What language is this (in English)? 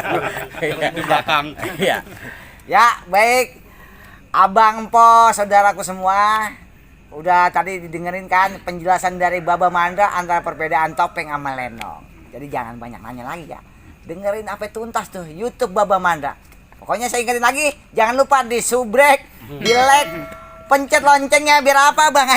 Betawi